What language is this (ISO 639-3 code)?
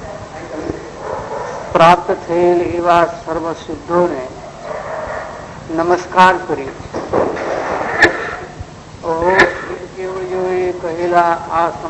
guj